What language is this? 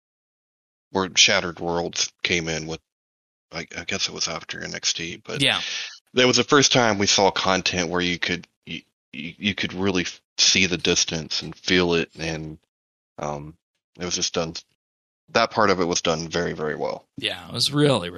English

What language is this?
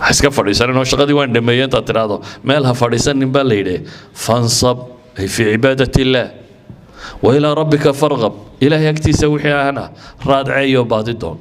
Somali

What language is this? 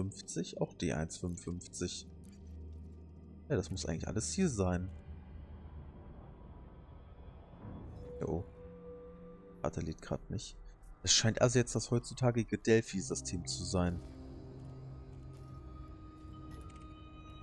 German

